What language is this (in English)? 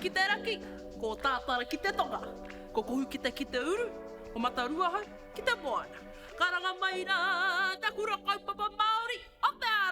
Māori